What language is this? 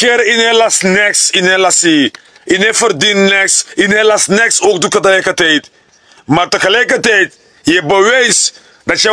Sranan Tongo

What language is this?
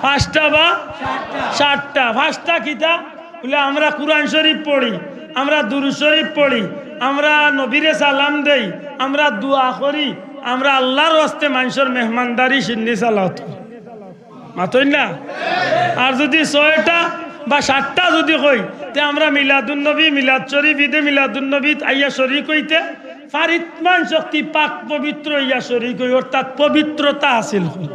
Sylheti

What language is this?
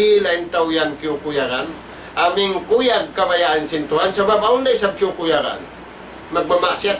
Tausug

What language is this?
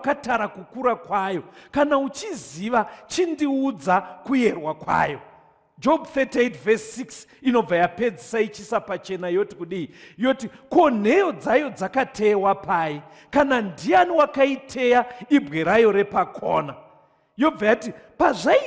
Shona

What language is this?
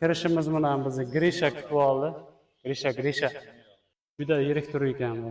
Uzbek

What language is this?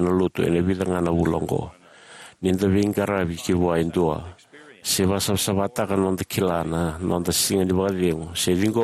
Fijian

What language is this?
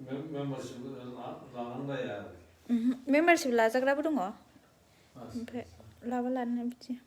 Bodo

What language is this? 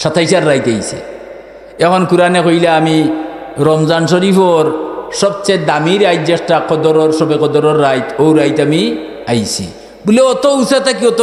Sylheti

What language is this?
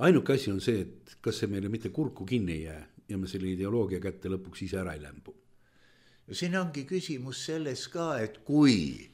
Estonian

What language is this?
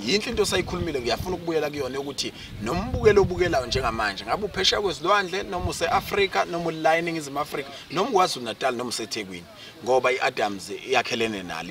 Zulu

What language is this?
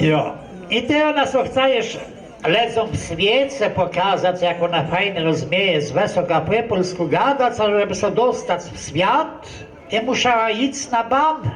Kashubian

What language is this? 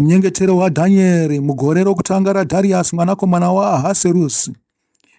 Shona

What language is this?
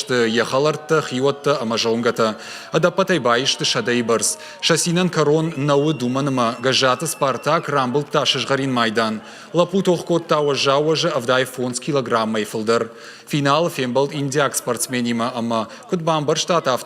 Ossetic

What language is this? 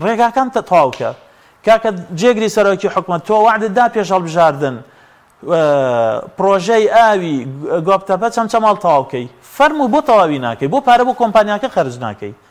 Central Kurdish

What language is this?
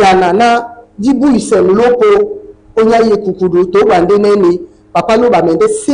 Duala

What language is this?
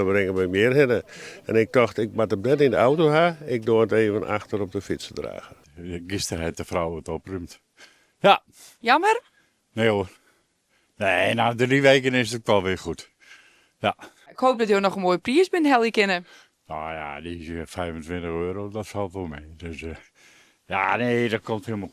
Western Frisian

